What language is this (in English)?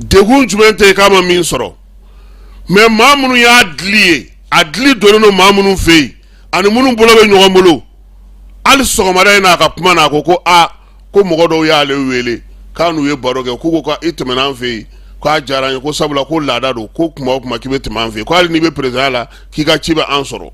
Bambara